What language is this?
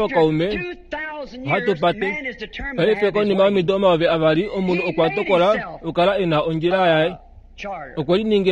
Kuanyama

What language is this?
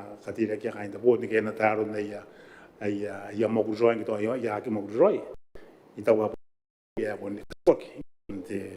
Gilbertese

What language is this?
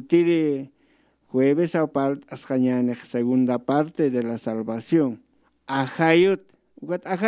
Aymara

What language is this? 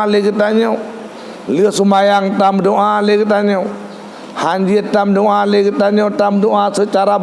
Achinese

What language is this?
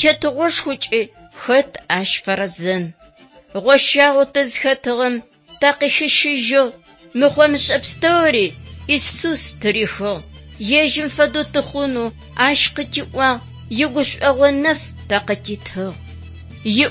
Adyghe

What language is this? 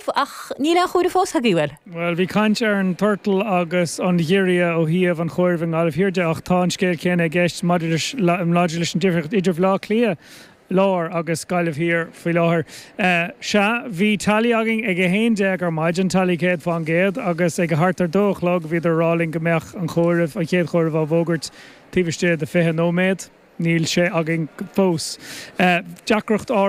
Irish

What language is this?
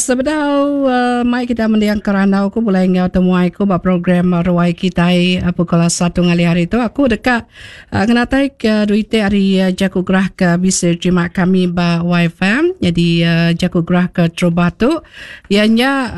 Iban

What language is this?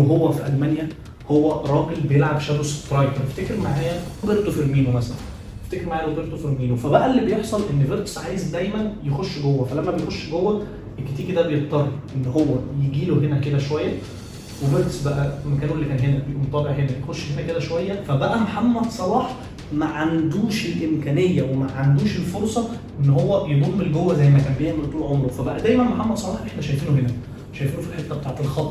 Egyptian Arabic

